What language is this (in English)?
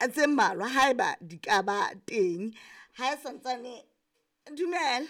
Southern Sotho